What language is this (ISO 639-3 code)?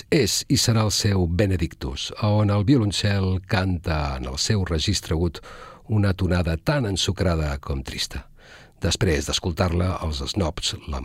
cat